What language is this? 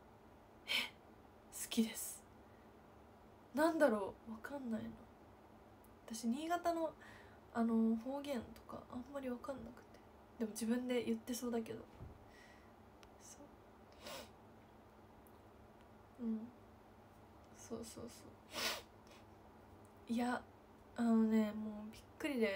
Japanese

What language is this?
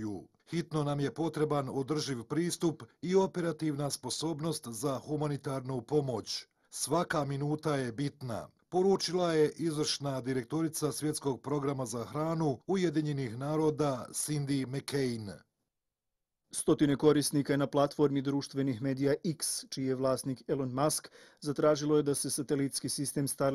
Bosnian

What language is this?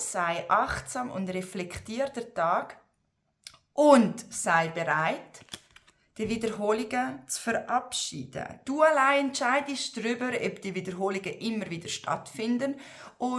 Swiss German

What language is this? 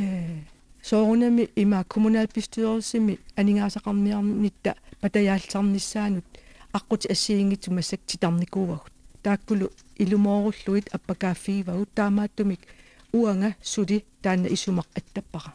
Kalaallisut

